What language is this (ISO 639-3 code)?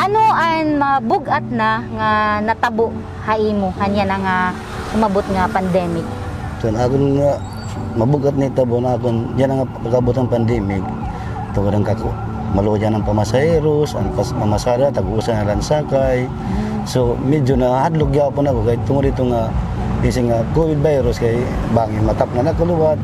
war